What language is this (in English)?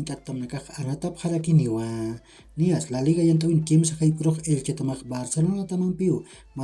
Aymara